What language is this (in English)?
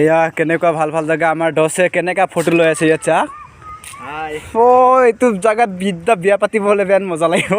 Assamese